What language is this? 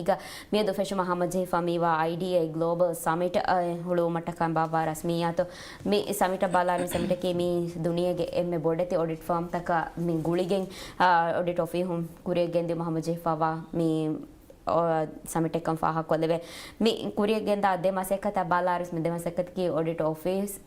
Divehi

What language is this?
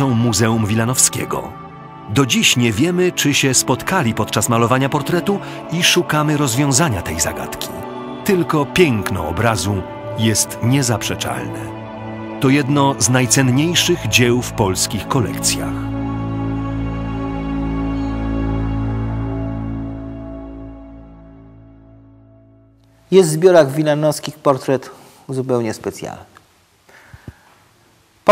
Polish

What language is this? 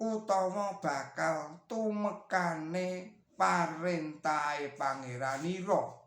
Javanese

